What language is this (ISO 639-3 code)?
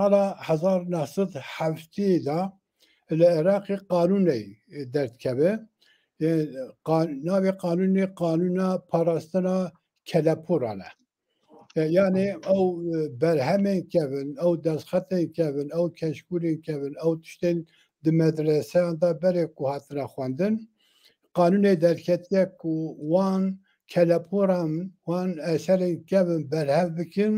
kur